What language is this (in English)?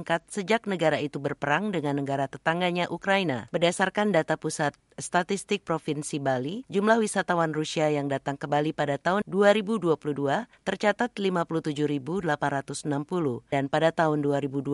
Indonesian